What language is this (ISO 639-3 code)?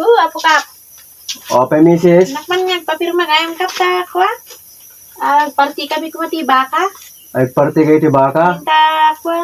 ilo